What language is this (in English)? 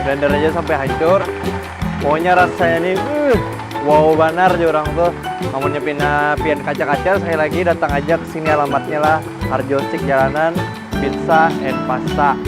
Banjar